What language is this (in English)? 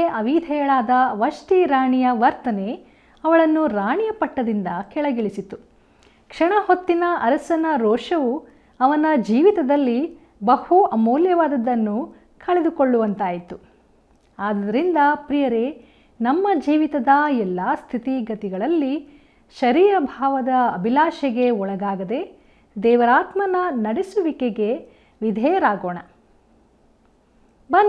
Kannada